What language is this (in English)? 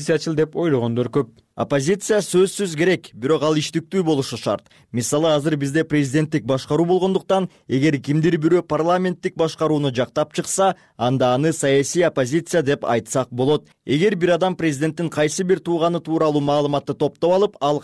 Kyrgyz